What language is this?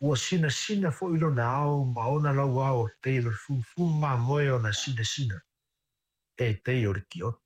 Samoan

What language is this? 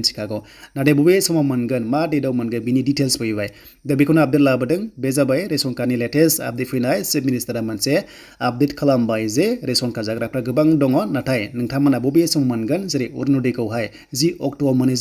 Bodo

